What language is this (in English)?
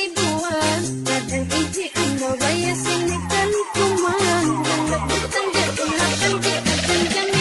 Ma'anyan